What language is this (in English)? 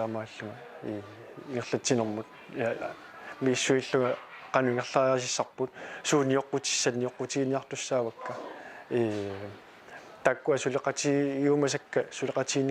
Kalaallisut